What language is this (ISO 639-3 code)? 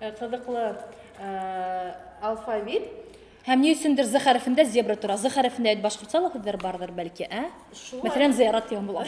bak